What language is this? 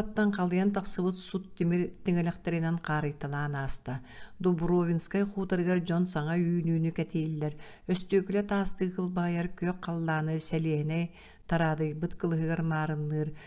Yakut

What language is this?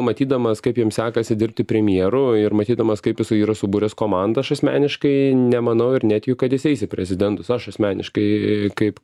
Lithuanian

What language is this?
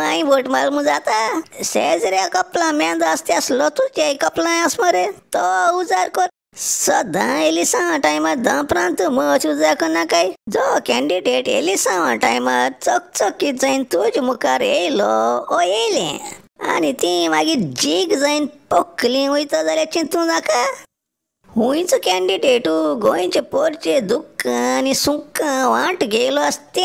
Konkani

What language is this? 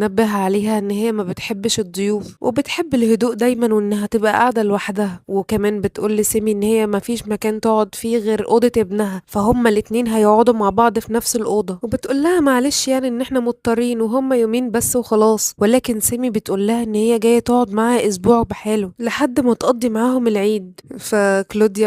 Egyptian Arabic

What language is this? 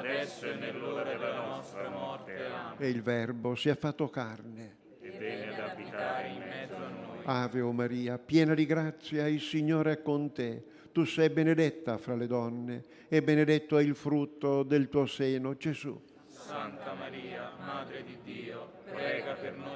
Italian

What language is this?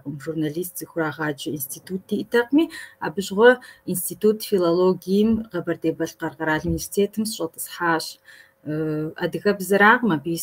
Kabardian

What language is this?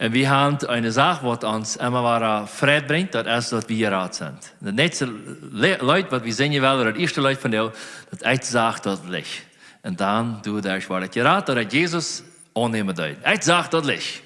Plautdietsch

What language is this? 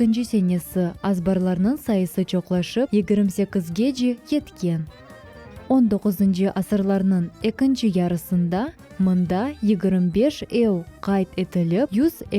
Crimean Tatar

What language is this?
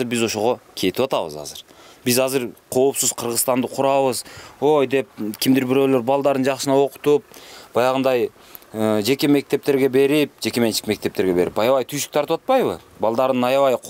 Kyrgyz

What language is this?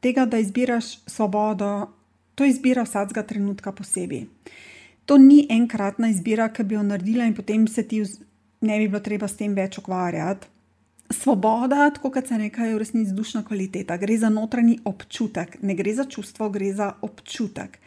Slovenian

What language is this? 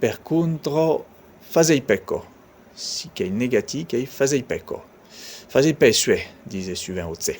Occitan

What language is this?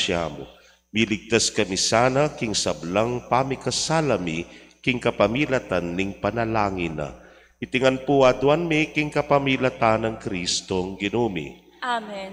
Pampanga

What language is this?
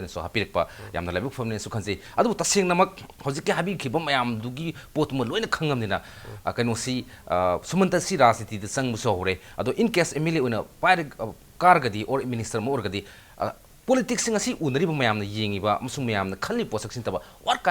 Manipuri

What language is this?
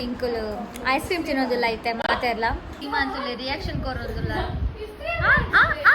Tulu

